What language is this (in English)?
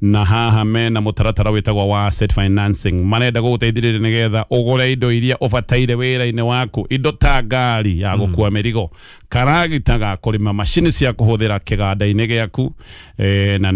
Kikuyu